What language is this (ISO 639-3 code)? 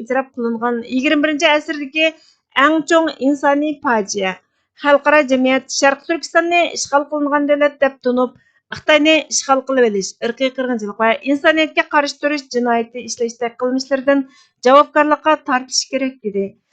uig